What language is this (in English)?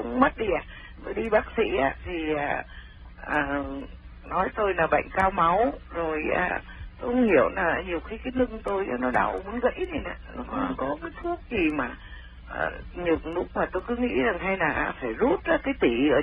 Vietnamese